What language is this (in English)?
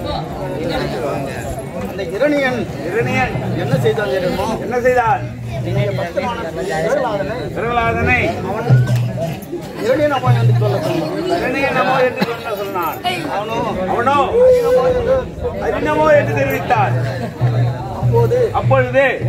Tamil